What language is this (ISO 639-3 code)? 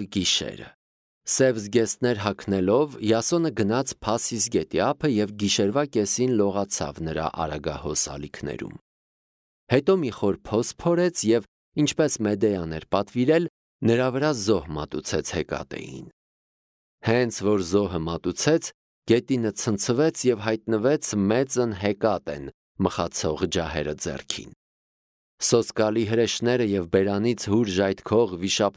hye